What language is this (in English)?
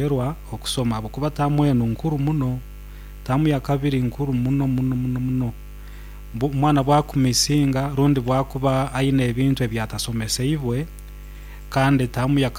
Nyoro